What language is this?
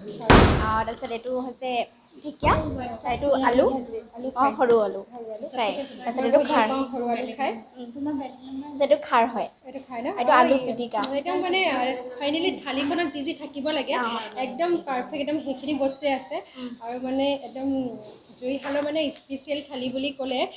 Assamese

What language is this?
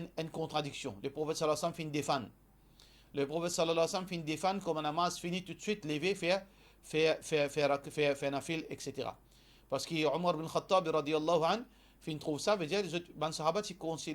Morisyen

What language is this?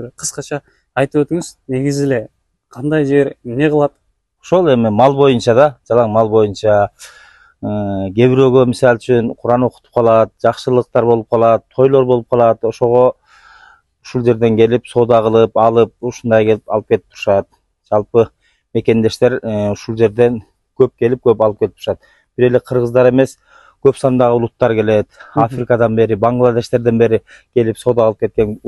Kyrgyz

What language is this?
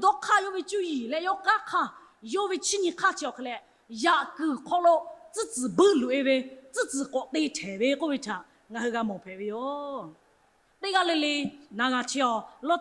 Lahu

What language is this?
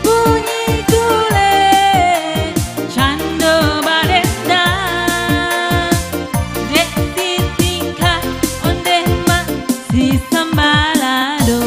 Minangkabau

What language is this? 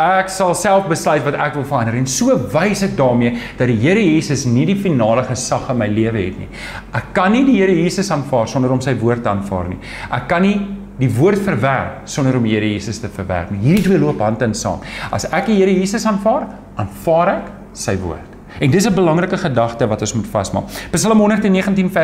Afrikaans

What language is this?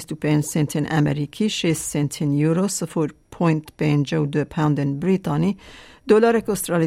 Kurdish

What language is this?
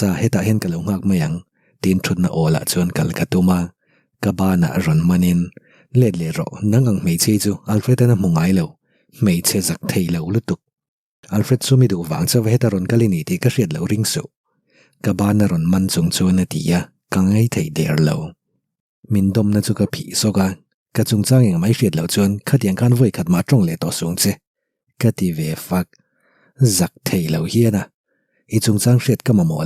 Mizo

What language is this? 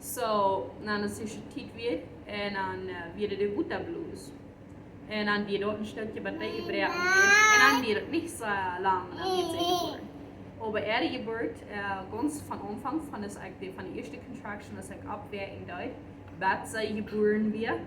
Plautdietsch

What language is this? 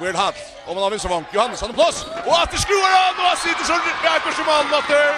Faroese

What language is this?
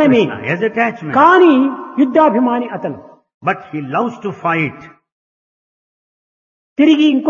Telugu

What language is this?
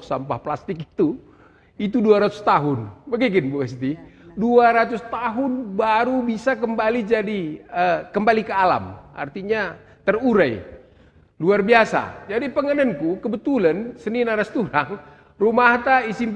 Batak Karo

